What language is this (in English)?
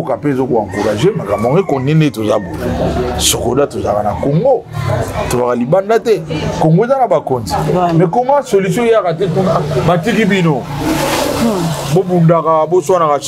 Lingala